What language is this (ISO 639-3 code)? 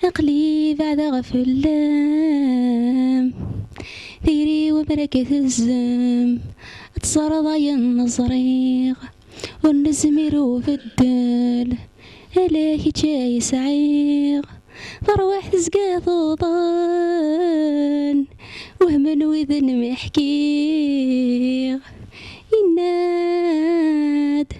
kab